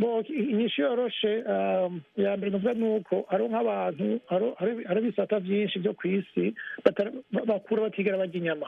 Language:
Rundi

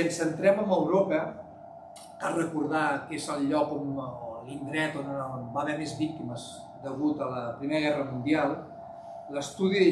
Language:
Catalan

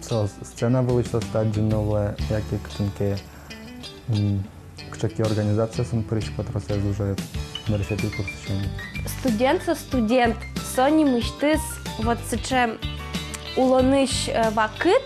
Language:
Udmurt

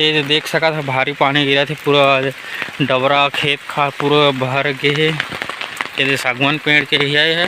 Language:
Chhattisgarhi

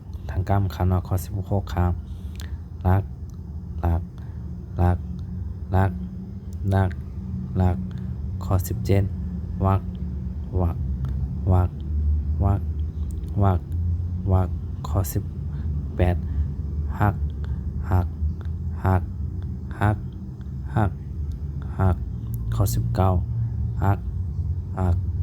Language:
Shan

